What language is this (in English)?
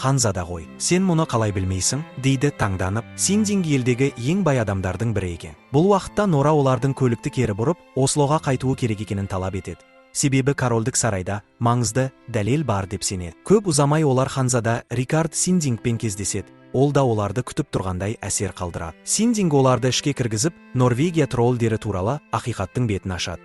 Kazakh